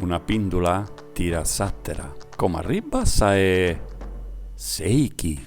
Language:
Sardinian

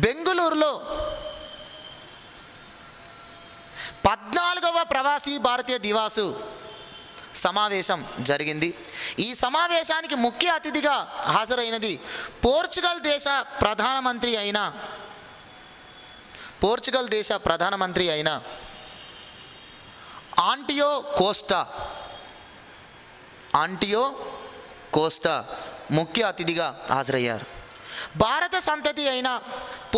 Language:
Telugu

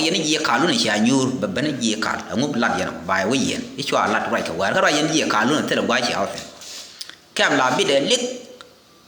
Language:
Nuer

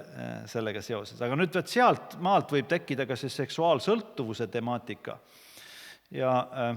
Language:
Estonian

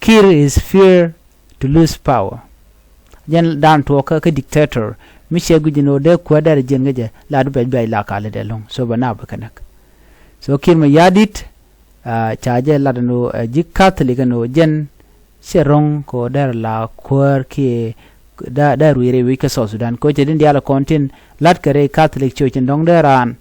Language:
Nuer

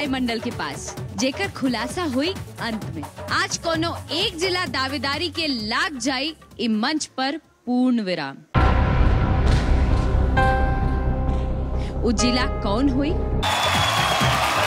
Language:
Bhojpuri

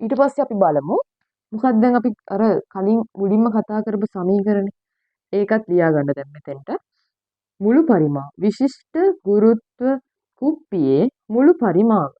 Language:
Sinhala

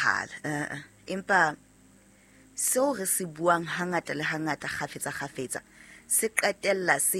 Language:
Southern Sotho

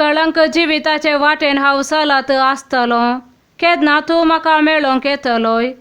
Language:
Konkani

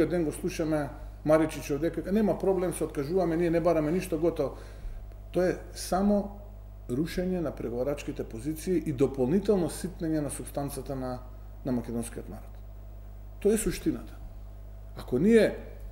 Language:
Macedonian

